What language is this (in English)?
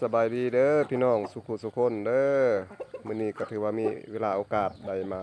Lao